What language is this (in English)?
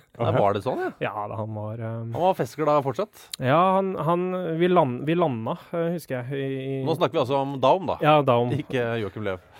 Norwegian